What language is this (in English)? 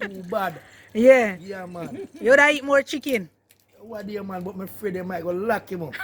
Jamaican Creole English